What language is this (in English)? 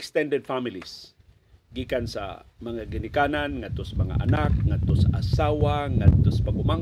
Cebuano